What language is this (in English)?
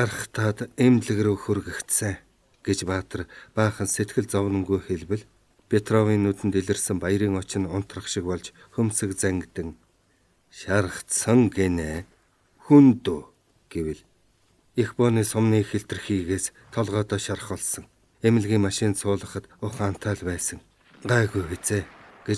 Mongolian